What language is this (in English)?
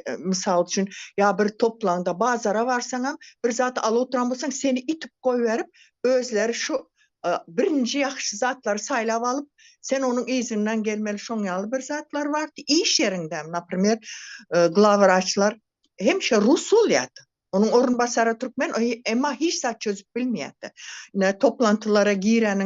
Turkmen